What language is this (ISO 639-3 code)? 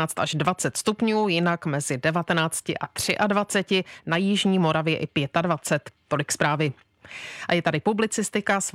ces